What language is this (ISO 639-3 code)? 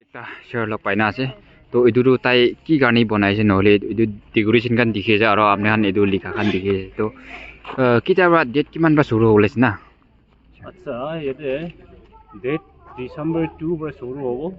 nag